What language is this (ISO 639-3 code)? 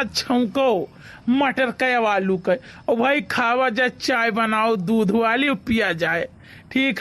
awa